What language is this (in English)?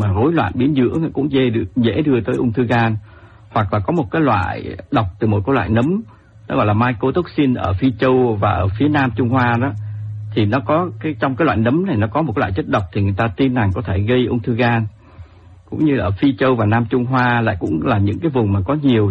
Vietnamese